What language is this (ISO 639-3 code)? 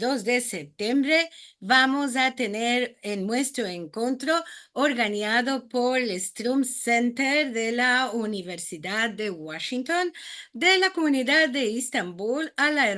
lad